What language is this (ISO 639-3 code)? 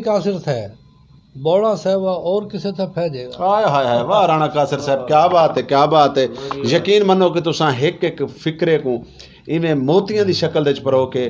skr